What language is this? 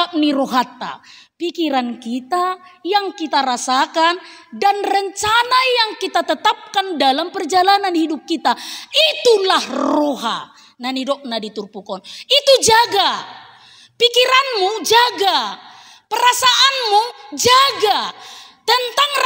Batak Toba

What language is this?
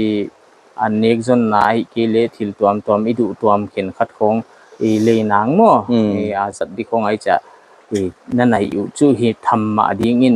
Paite Chin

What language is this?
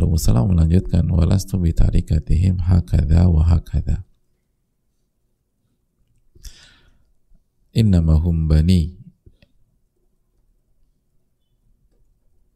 Indonesian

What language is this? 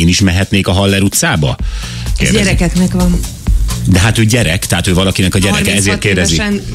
Hungarian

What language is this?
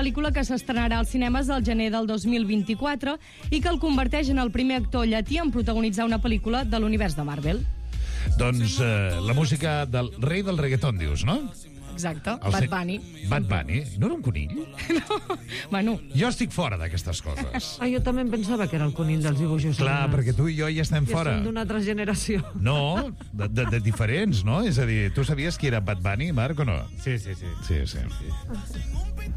Catalan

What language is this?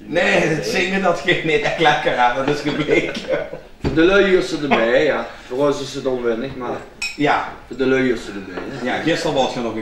Limburgish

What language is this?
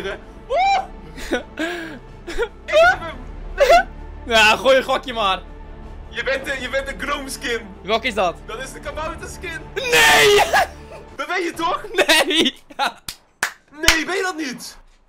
Dutch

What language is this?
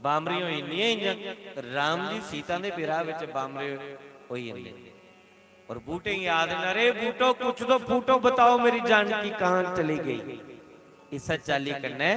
Dogri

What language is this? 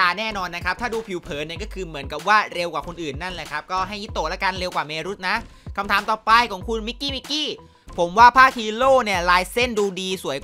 Thai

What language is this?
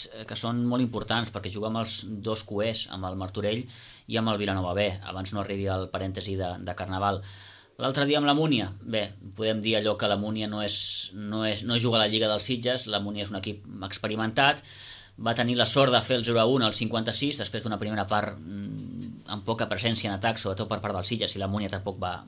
Catalan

